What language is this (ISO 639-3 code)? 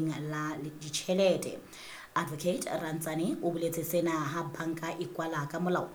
sot